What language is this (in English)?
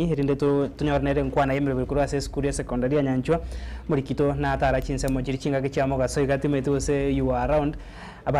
Gusii